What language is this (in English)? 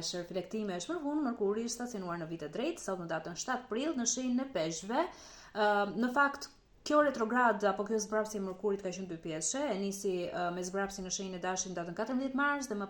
Albanian